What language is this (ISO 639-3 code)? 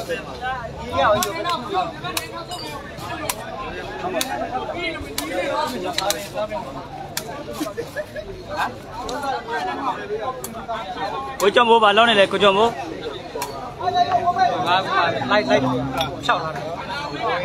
mya